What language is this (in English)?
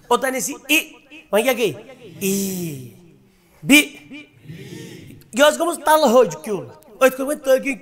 Kashmiri